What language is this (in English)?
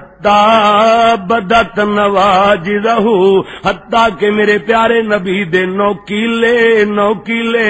Western Panjabi